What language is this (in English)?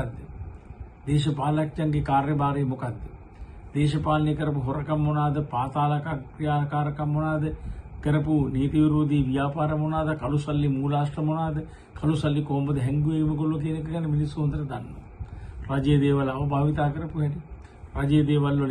Sinhala